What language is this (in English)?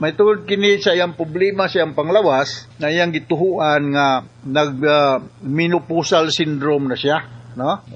Cebuano